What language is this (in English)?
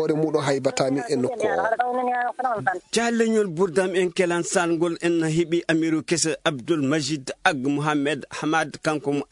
Fula